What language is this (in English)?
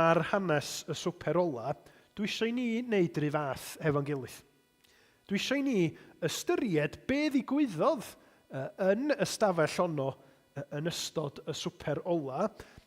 Welsh